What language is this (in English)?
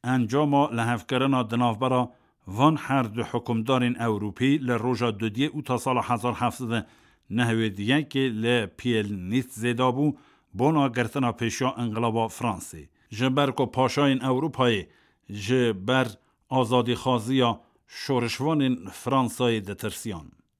Kurdish